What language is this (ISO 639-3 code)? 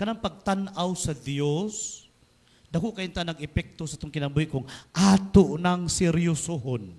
ceb